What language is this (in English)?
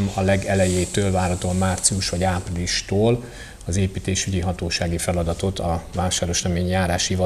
Hungarian